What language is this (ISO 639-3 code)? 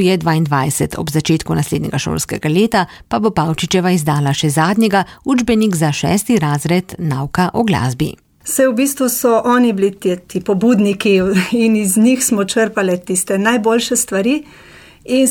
slv